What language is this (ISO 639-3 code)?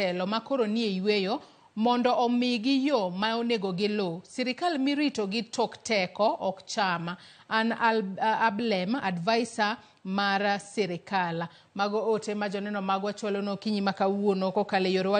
luo